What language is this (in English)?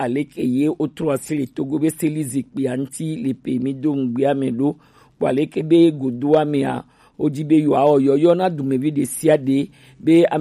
Gen